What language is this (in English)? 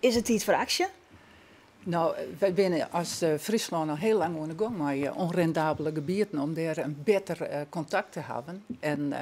Western Frisian